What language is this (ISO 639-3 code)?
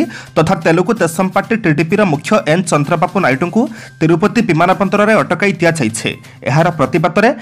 ori